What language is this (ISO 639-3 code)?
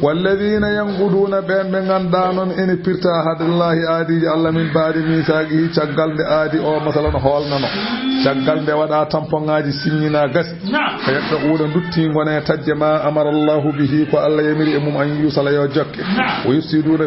ful